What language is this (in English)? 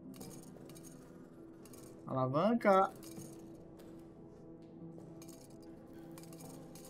Portuguese